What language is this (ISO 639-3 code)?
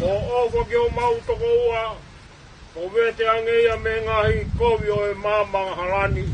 ton